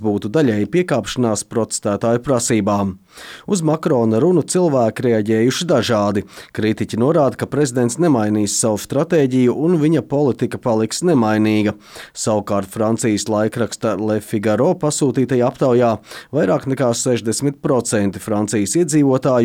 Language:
Latvian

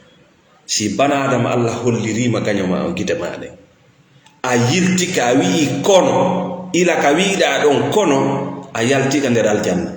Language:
Fula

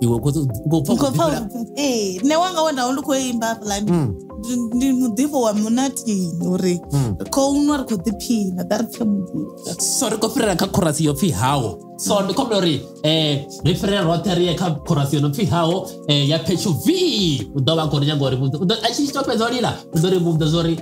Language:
Venda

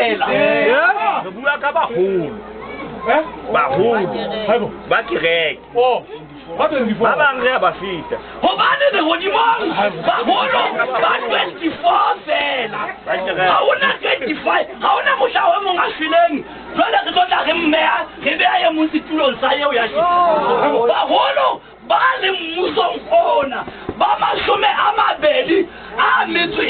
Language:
Southern Sotho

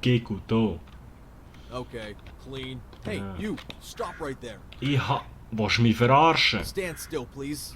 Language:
Swiss German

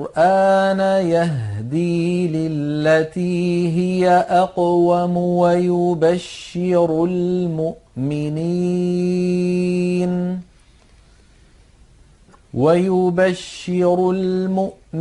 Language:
Arabic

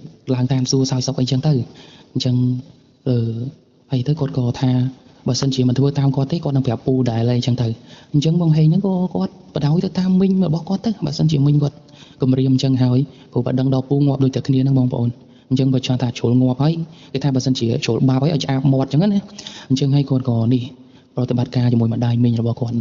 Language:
Khmer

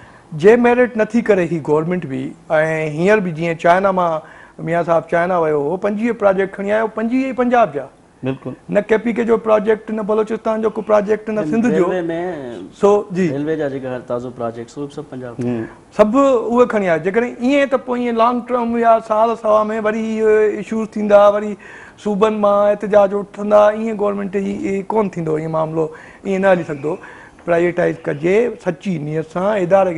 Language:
Sindhi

